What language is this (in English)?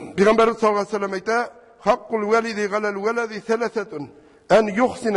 Tatar